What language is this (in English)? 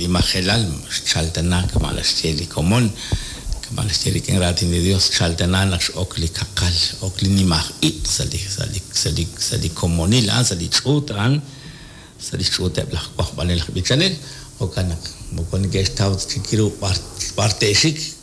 Kekchí